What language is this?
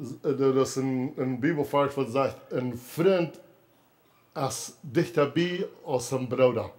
Plautdietsch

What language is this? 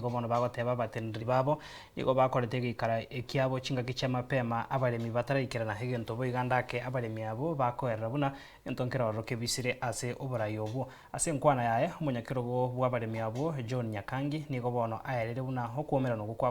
Gusii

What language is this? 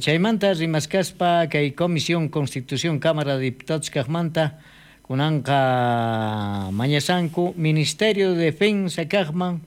South Bolivian Quechua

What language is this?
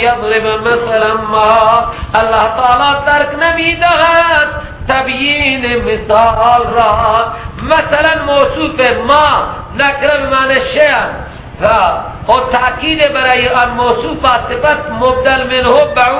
Persian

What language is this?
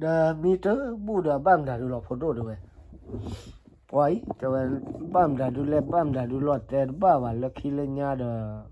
S'gaw Karen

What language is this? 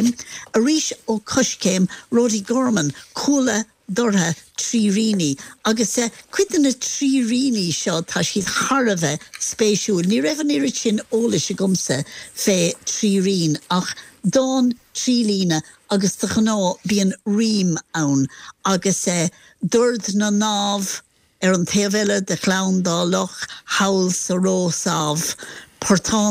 Irish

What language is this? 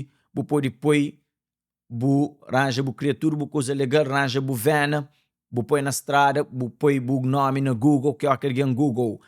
Kabuverdianu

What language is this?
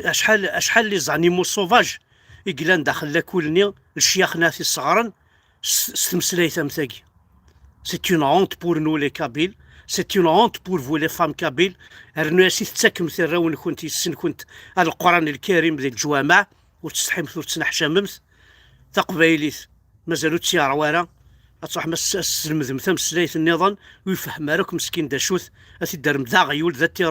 Kabyle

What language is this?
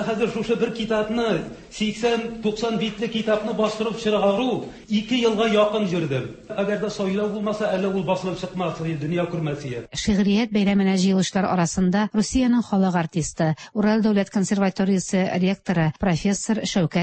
Tatar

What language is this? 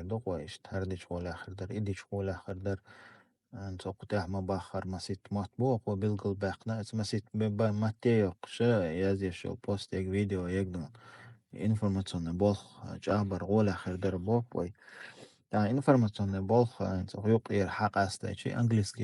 Chechen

